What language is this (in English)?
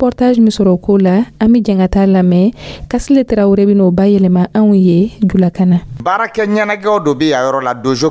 Dyula